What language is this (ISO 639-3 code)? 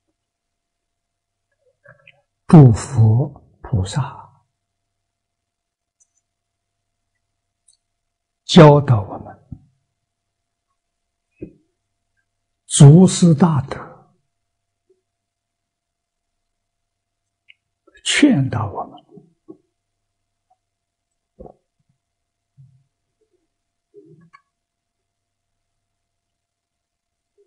zho